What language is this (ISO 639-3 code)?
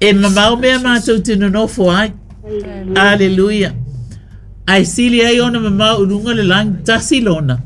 smo